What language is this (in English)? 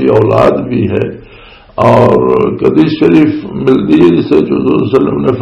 Western Panjabi